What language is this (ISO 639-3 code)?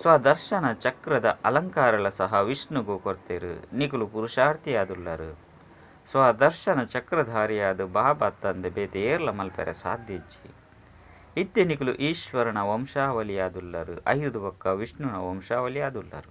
tcy